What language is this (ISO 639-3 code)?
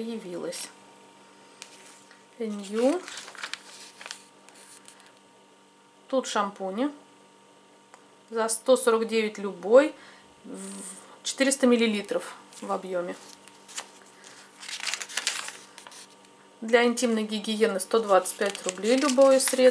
rus